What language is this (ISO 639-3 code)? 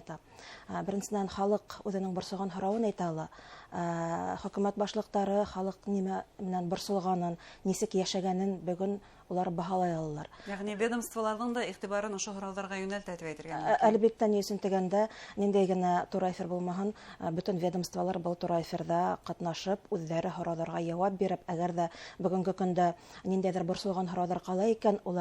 bak